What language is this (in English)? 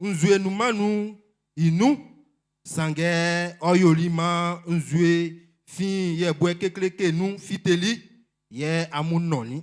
Baoulé